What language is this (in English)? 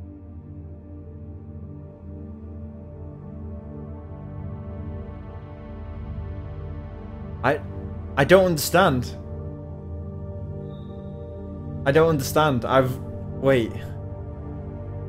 English